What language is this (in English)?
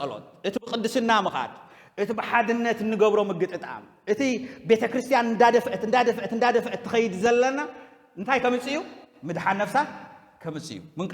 Tigrinya